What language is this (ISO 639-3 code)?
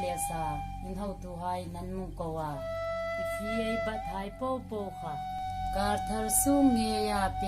hmr